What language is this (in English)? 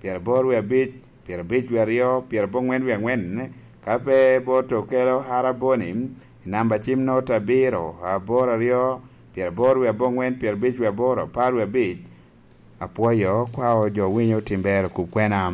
Lango (Uganda)